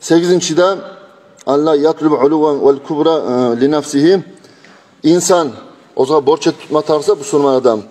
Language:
Kumyk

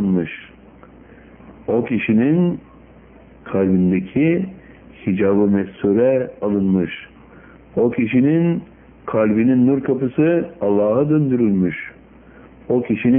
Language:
Turkish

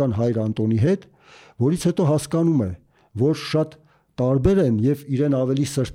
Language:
Armenian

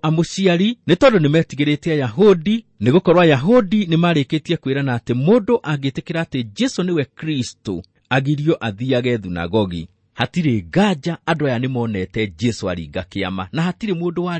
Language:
Kikuyu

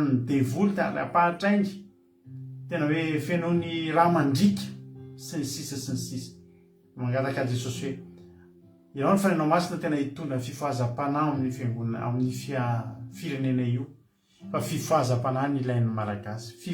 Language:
Malagasy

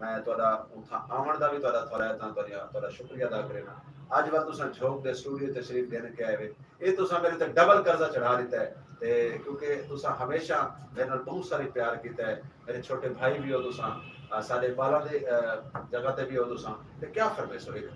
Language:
Saraiki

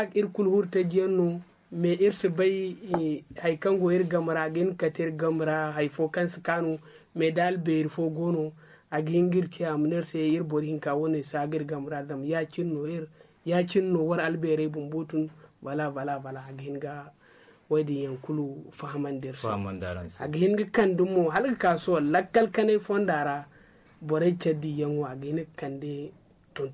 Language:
Zarma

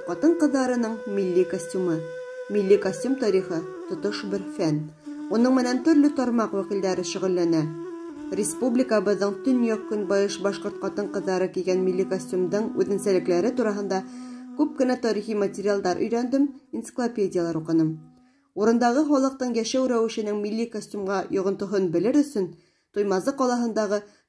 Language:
Bashkir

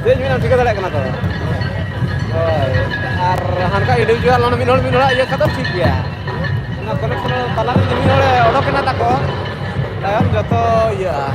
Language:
Santali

